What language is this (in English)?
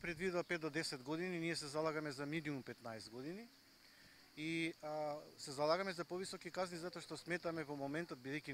Macedonian